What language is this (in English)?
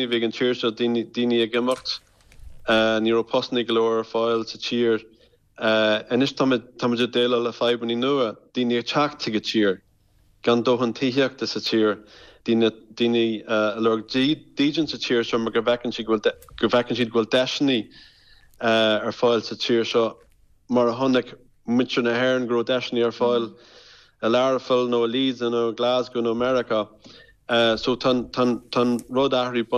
Irish